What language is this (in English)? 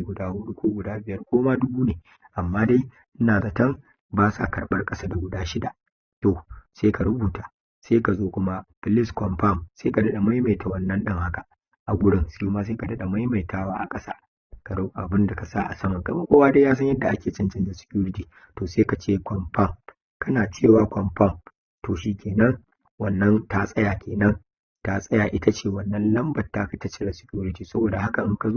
Hausa